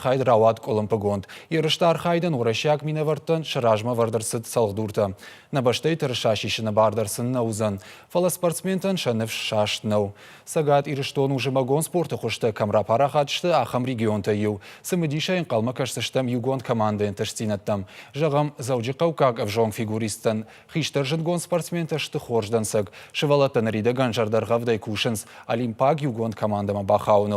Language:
Ossetic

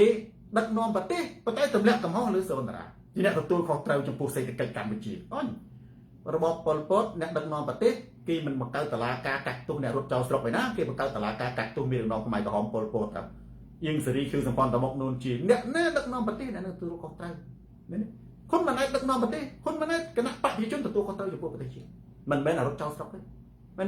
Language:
Khmer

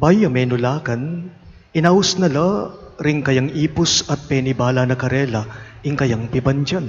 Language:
Pampanga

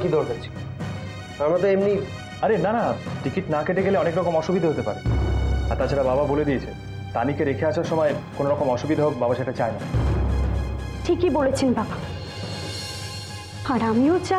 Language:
Bangla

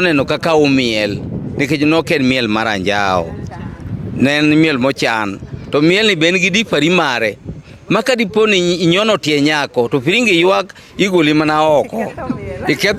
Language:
Luo (Kenya and Tanzania)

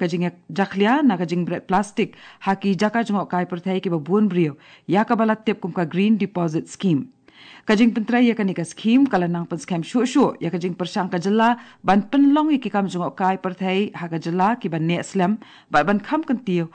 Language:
Khasi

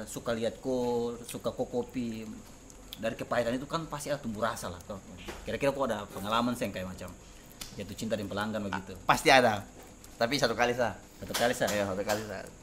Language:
Ambonese Malay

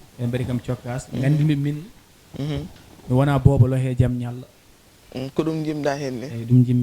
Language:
Fula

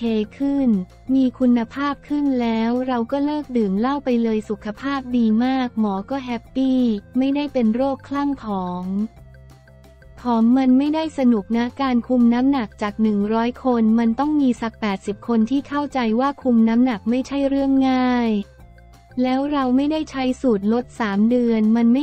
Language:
Thai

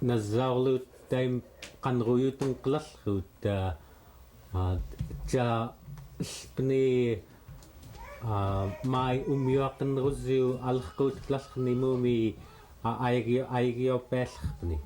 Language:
Central Yupik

